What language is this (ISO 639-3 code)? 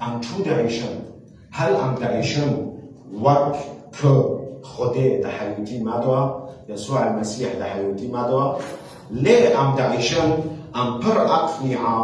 kur